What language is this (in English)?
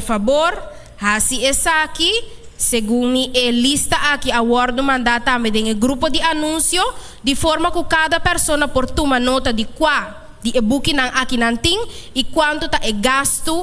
Papiamento